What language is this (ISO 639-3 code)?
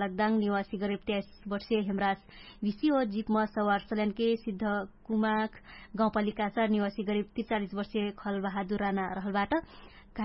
thl